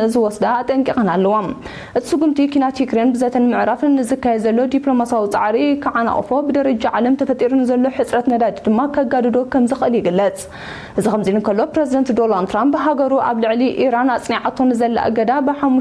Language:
Tigrinya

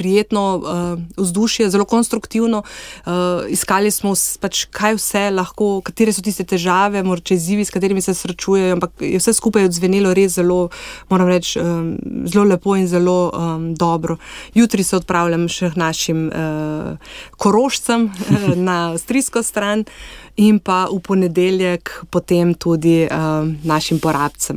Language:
Slovenian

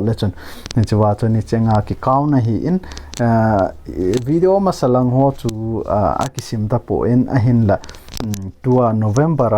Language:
Thado Chin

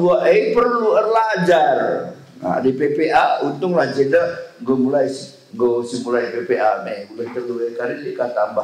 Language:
Batak Karo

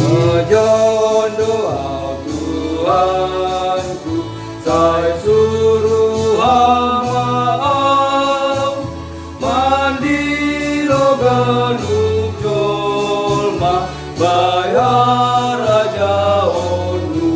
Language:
Batak Simalungun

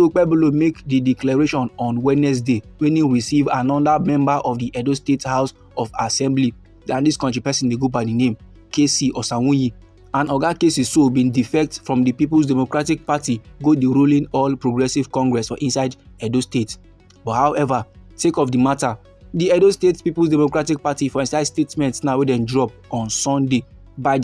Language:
Nigerian Pidgin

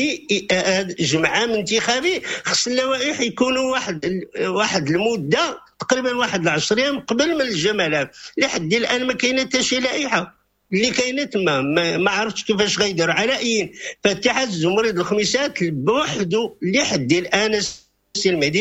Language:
Moroccan Arabic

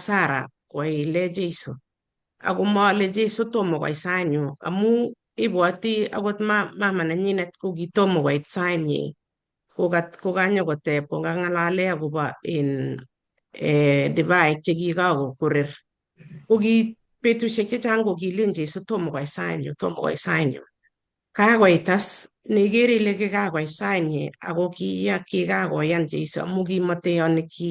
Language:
Kalenjin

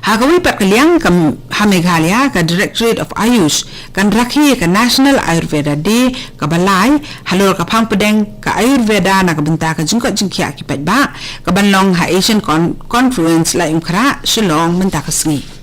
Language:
Khasi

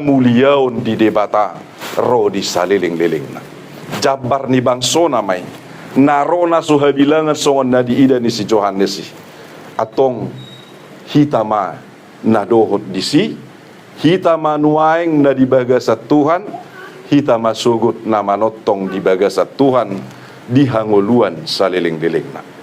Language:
Batak Toba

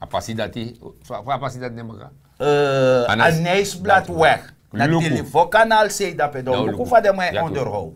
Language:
Sranan Tongo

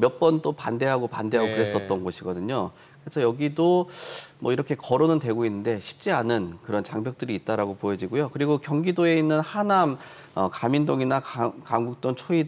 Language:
Korean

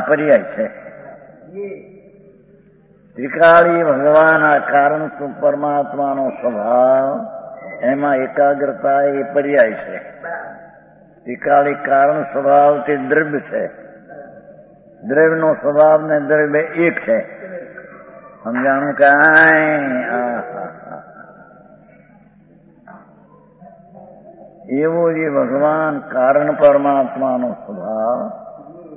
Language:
Gujarati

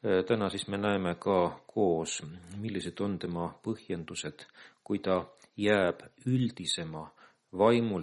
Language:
Estonian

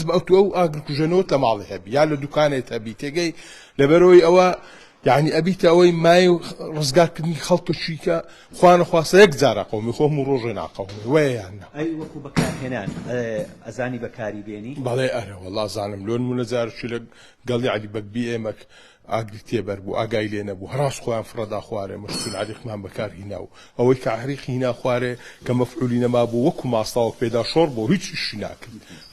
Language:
Central Kurdish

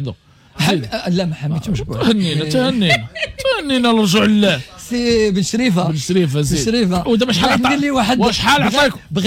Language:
Moroccan Arabic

